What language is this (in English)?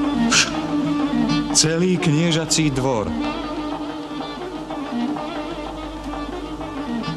Slovak